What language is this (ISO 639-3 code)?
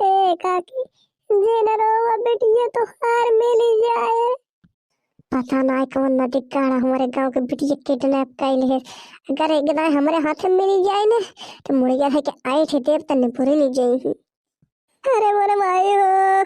bho